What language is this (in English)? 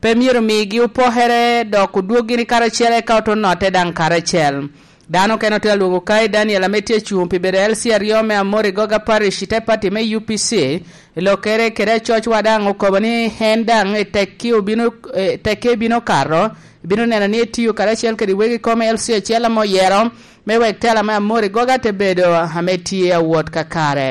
Lango (Uganda)